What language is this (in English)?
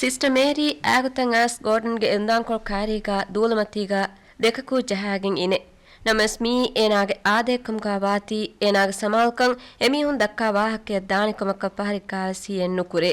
Divehi